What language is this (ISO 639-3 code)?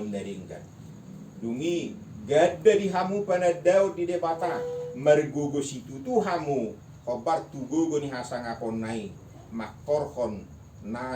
bbc